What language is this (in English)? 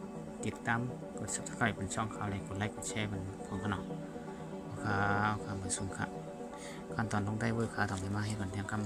Shan